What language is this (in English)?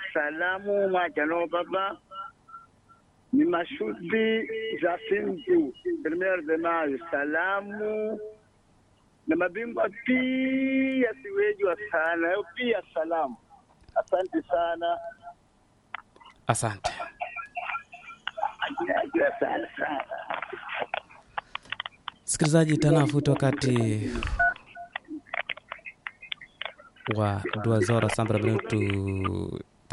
Swahili